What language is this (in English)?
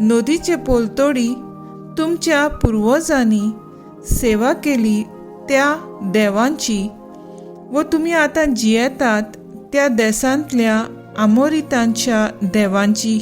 Konkani